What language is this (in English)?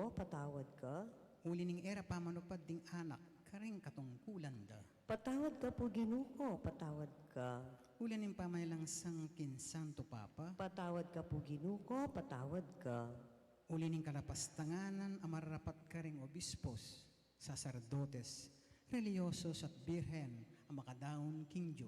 Pampanga